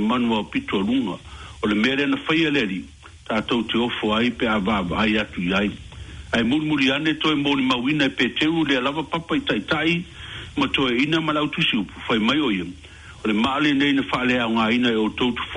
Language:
Samoan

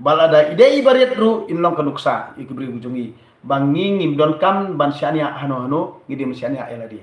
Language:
Khasi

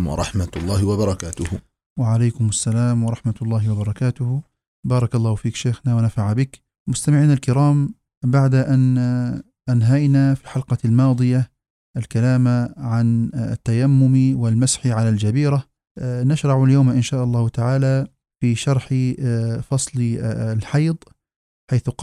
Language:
Arabic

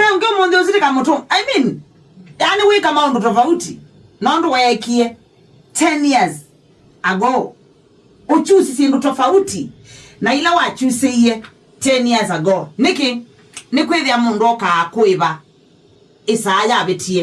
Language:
Kamba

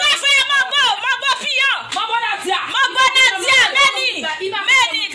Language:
Haitian Creole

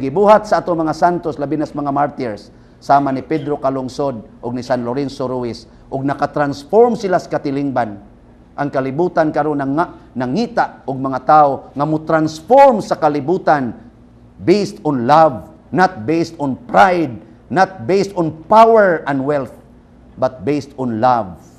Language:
Cebuano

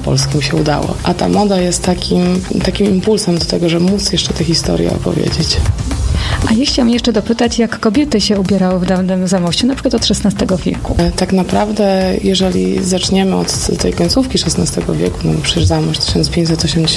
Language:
Polish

